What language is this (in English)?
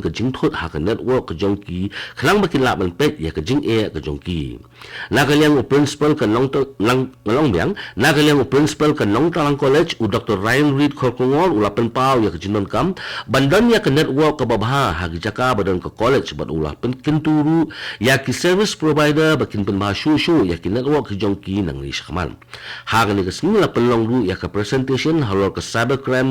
Khasi